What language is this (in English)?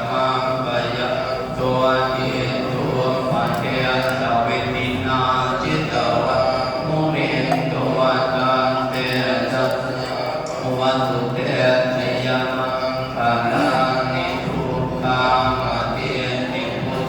Pali